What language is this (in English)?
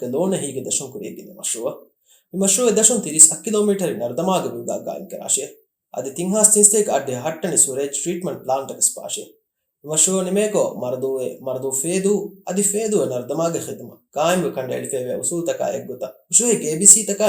Divehi